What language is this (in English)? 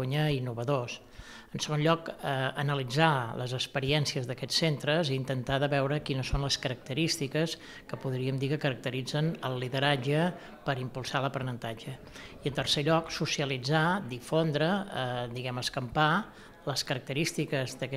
Catalan